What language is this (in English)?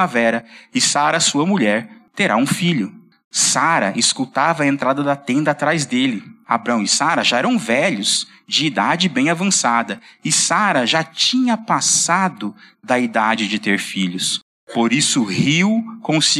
Portuguese